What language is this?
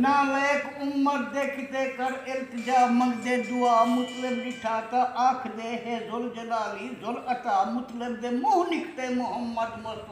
Saraiki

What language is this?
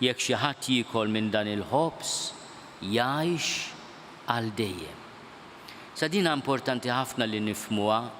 Maltese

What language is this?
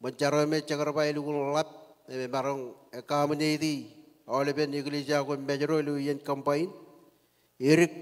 Marshallese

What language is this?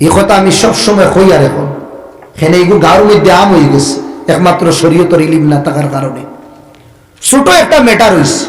Sylheti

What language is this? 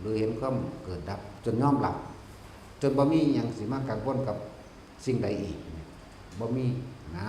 Northeastern Thai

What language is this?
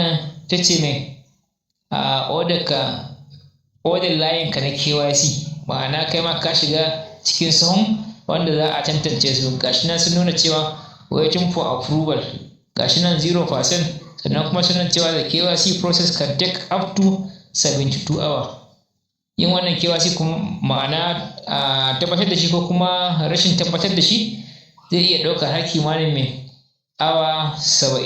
Hausa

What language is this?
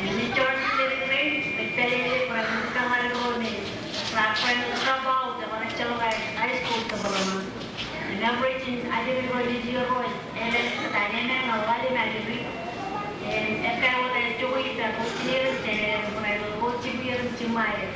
Marshallese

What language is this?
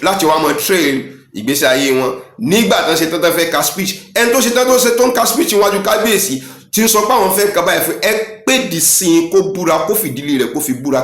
Yoruba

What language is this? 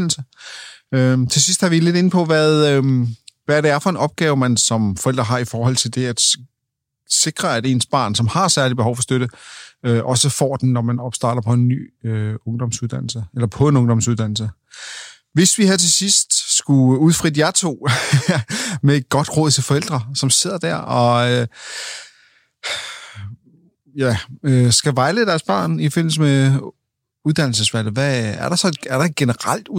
Danish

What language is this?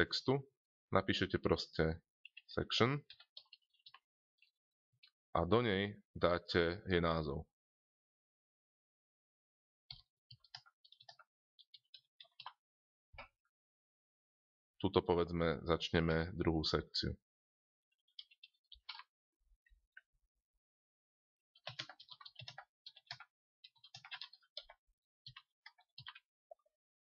Slovak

